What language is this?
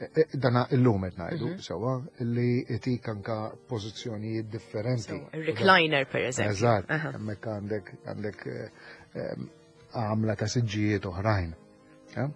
Maltese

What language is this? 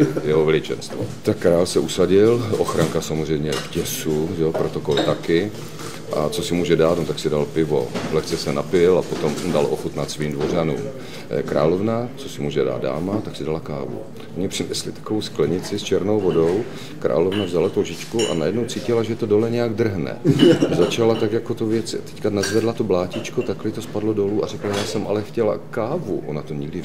Czech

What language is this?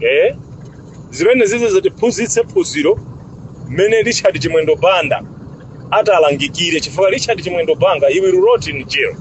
Nyanja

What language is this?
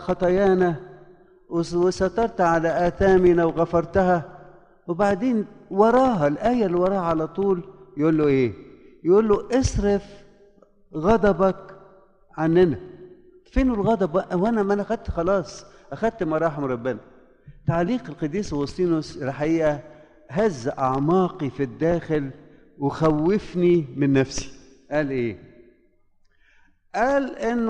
Egyptian Arabic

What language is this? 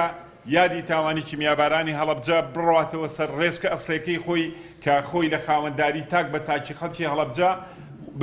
Central Kurdish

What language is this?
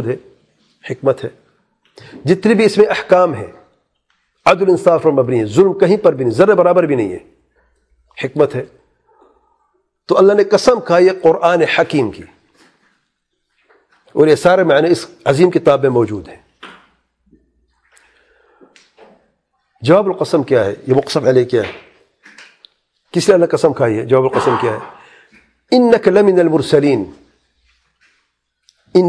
Urdu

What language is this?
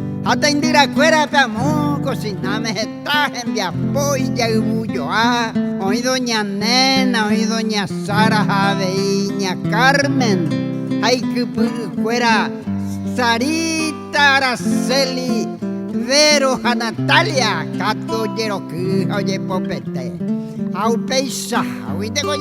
Guarani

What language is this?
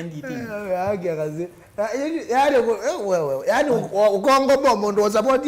Kamba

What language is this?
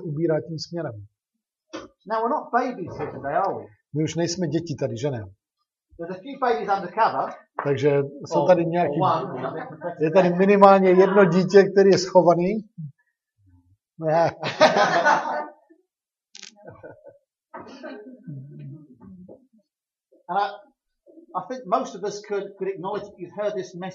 Czech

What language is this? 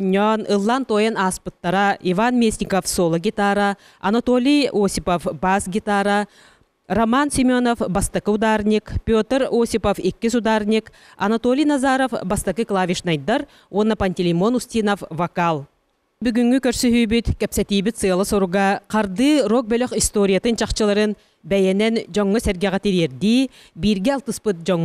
Yakut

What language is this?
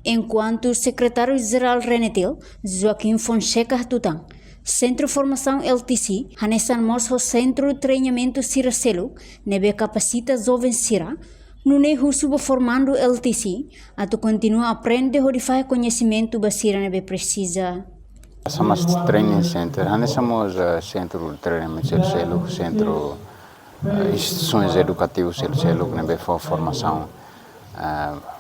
Tetum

